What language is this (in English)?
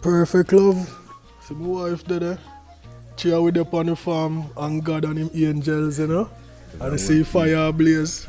Jamaican Creole English